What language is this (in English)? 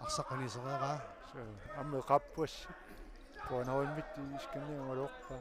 Kalaallisut